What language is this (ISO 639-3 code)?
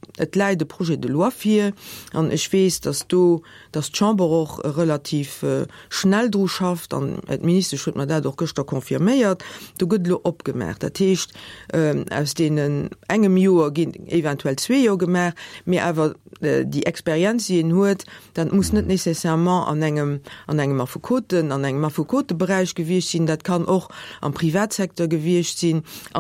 ltz